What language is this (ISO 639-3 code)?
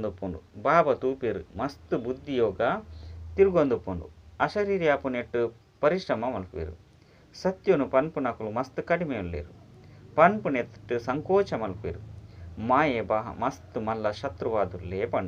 tcy